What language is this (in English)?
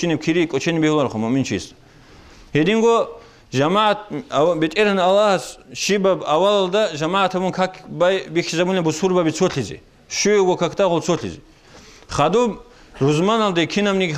Avaric